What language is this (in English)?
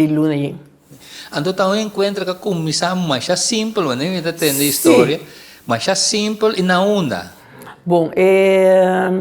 Papiamento